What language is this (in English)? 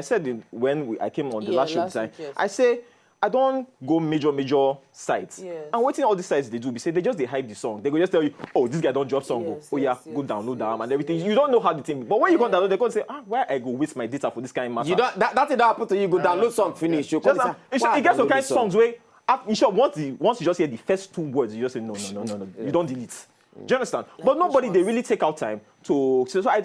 Nigerian Pidgin